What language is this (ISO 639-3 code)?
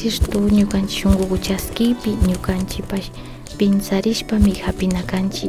qvi